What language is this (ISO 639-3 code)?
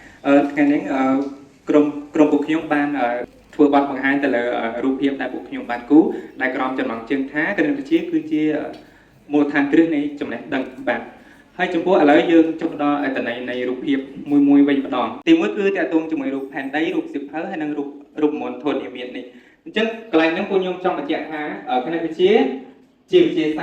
khm